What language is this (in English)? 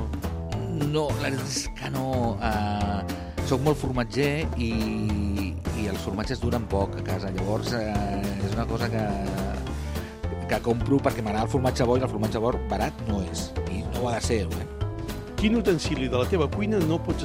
Catalan